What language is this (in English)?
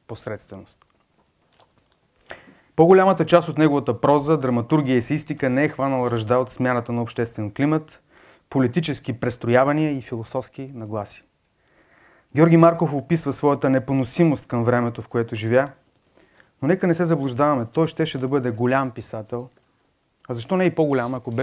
Bulgarian